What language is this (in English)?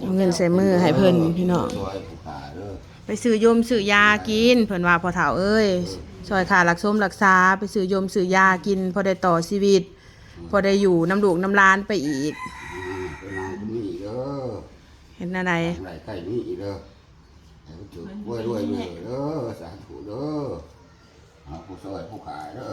Northeastern Thai